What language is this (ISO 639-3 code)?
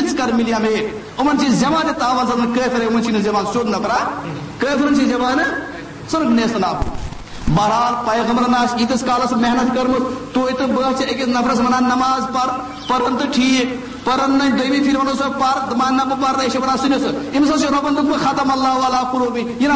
kas